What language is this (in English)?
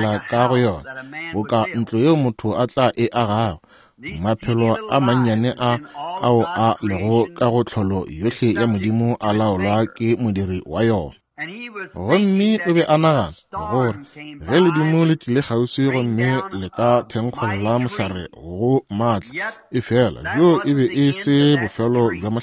Northern Sotho